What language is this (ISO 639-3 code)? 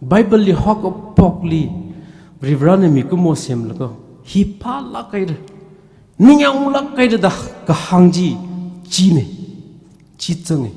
nmf